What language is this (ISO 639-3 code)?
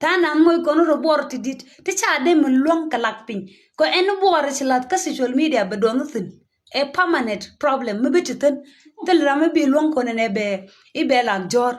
nus